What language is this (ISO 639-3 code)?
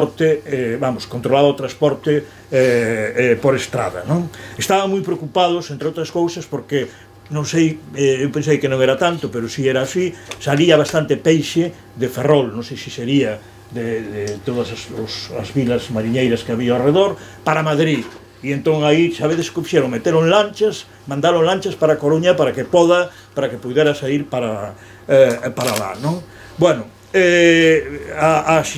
glg